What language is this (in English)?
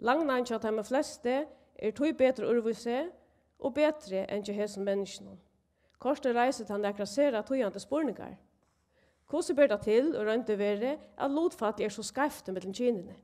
Faroese